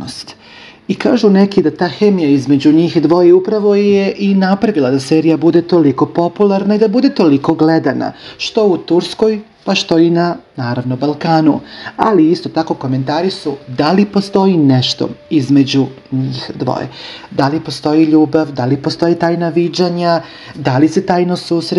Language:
Serbian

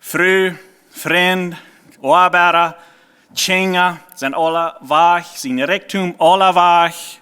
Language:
Plautdietsch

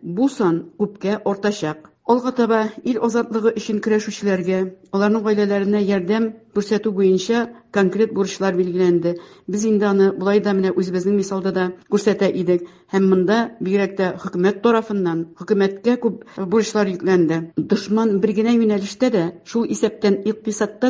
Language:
Tatar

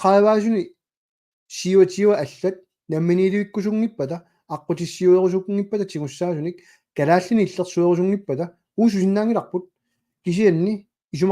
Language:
Kalaallisut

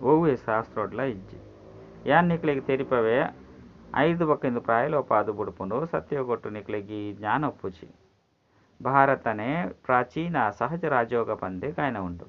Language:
Tulu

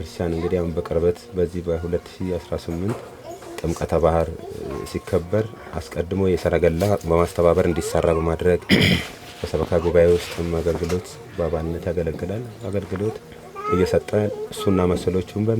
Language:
Amharic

